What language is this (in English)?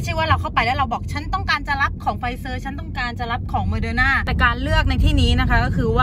Thai